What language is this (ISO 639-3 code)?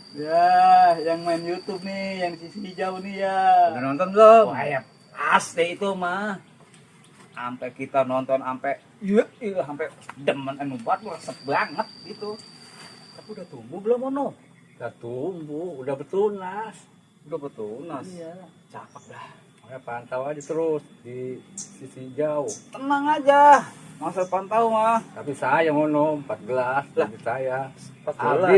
bew